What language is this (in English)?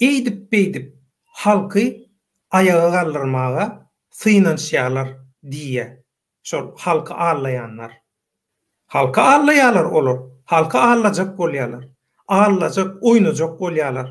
Turkmen